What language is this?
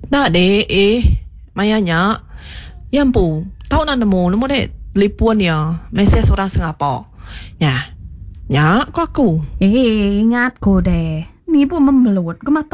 Iban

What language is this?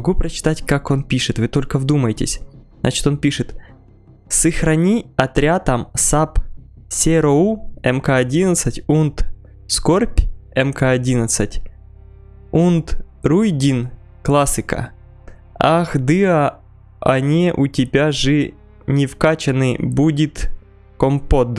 Russian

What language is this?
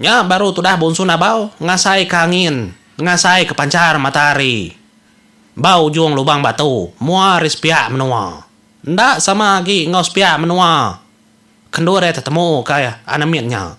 Iban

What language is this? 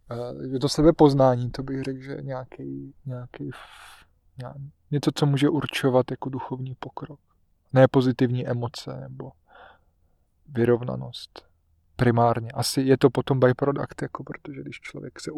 Czech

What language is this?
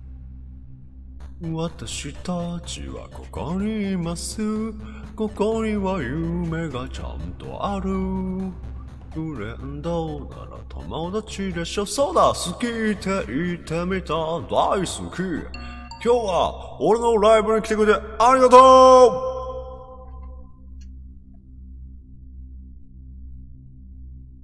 Japanese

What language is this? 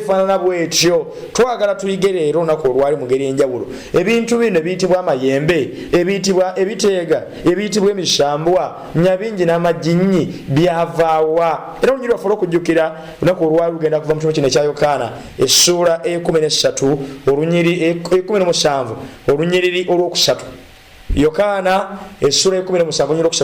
Ganda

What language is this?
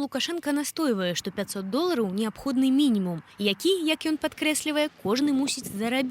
Belarusian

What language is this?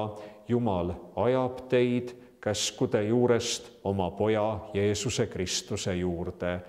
Estonian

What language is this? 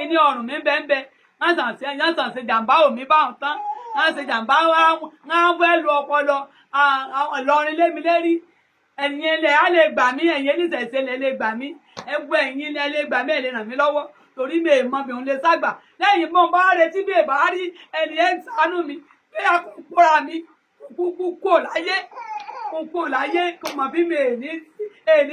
Yoruba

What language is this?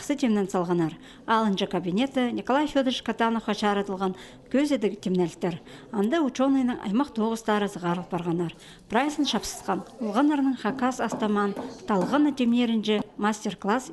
Khakas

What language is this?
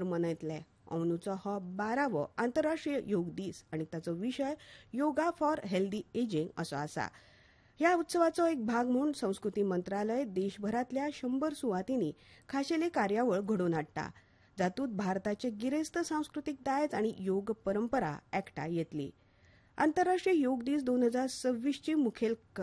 Konkani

